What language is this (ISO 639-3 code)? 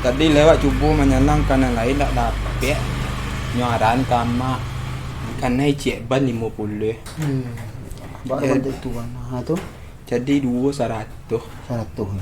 min